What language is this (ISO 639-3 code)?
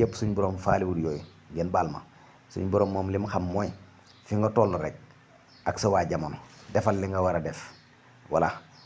wol